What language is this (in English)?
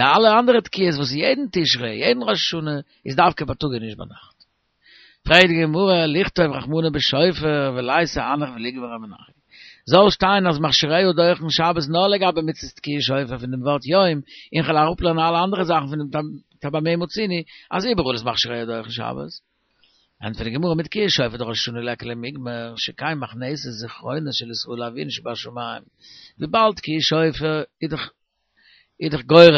Yiddish